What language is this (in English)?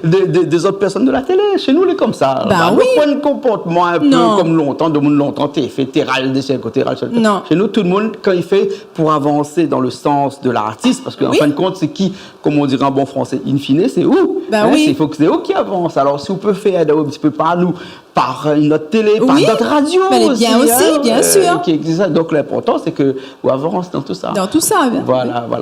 Réunion Creole French